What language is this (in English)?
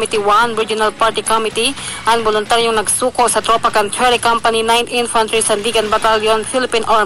Bikol